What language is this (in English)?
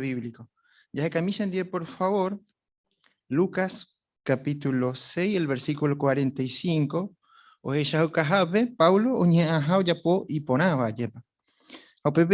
Guarani